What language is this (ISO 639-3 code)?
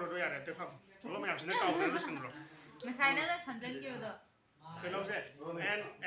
mni